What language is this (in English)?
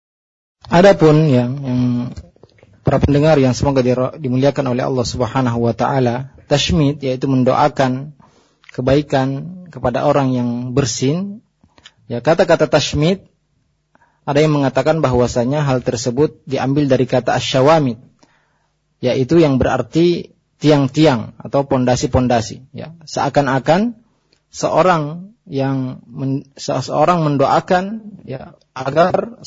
Indonesian